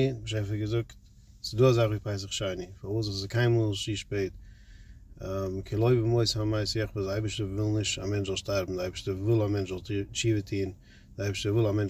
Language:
Yiddish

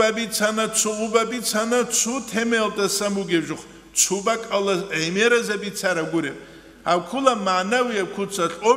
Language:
Avaric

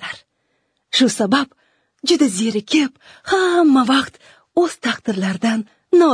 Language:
Uzbek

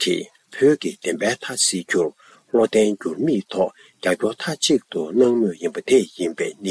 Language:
Tibetan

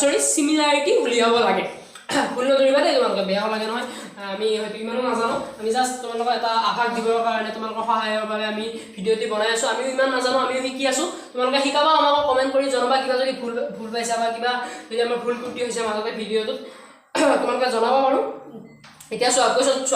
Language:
Assamese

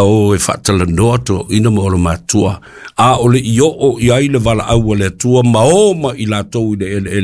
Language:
Samoan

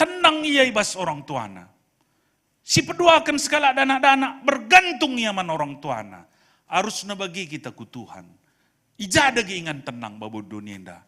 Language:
Batak Karo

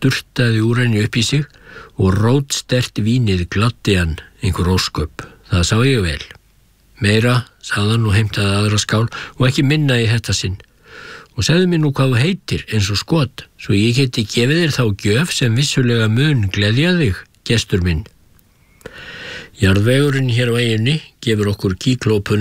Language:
Icelandic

